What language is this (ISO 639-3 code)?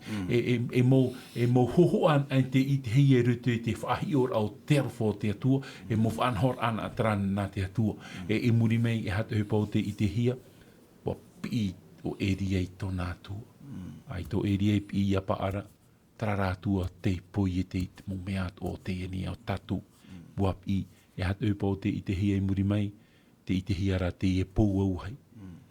tah